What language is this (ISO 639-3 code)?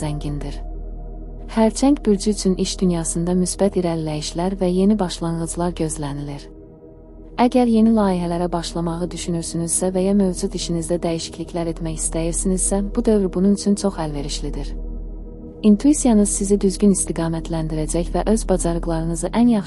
aze